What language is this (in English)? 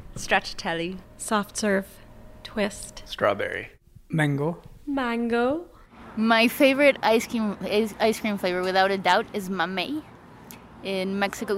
English